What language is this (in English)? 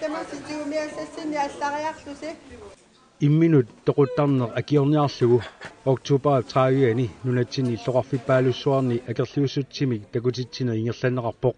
Kalaallisut